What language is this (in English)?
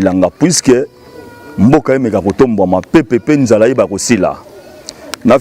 Lingala